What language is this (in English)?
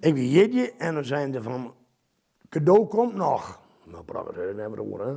Western Frisian